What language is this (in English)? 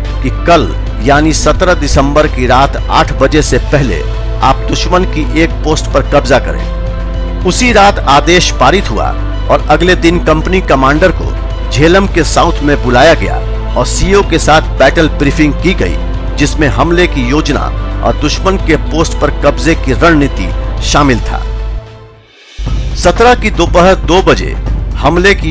Hindi